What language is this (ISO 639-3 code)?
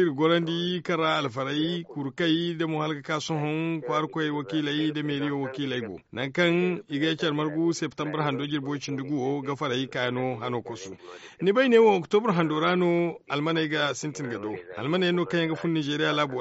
dje